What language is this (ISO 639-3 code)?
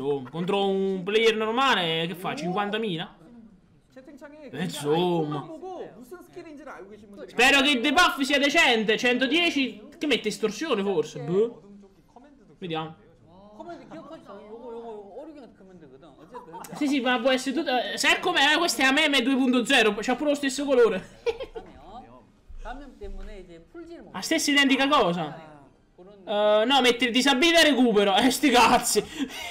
ita